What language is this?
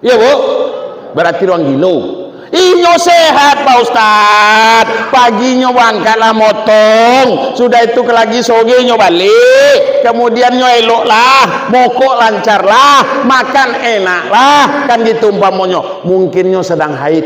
Minangkabau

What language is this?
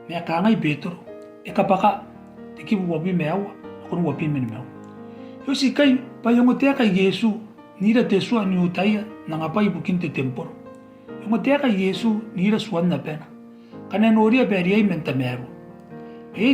Gilbertese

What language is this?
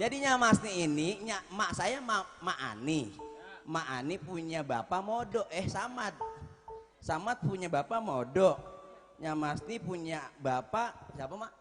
Betawi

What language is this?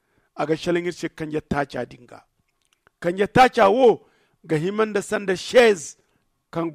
Zarma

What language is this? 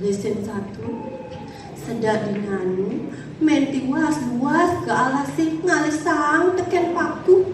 Balinese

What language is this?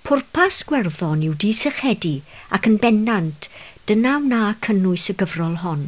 Welsh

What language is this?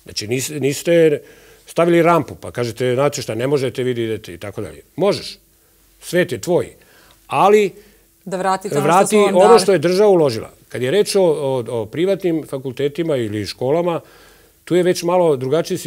Serbian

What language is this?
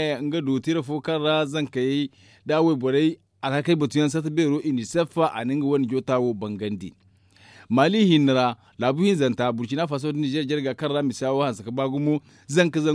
Zarma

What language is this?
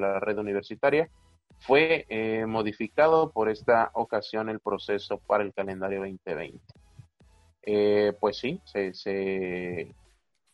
Spanish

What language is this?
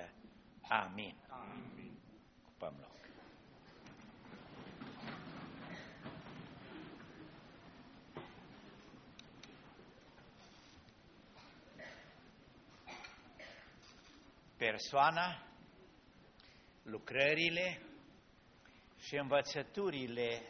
Romanian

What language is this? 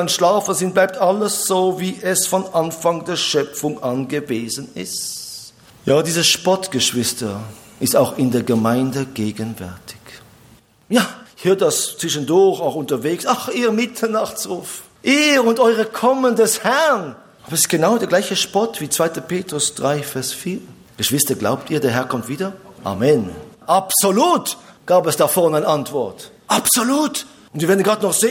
German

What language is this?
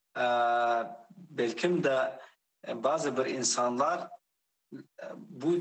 Crimean Tatar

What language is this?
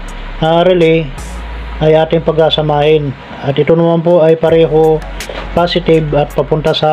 Filipino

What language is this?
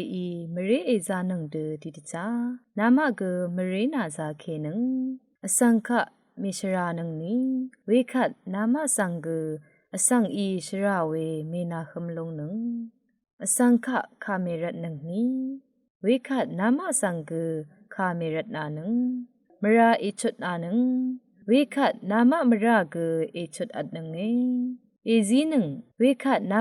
Rawang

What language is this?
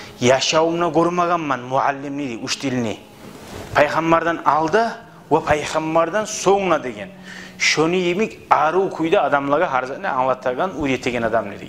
Kumyk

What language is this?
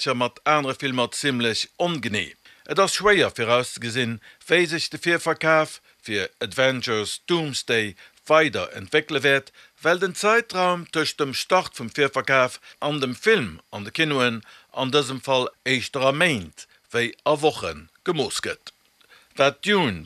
Luxembourgish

